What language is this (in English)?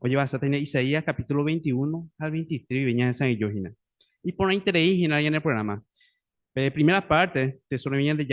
Guarani